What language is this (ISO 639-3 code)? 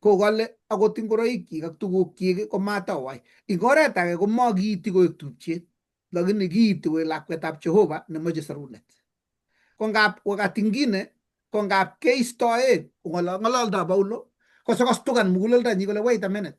kln